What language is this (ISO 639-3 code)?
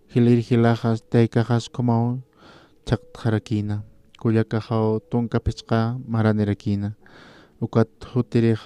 aym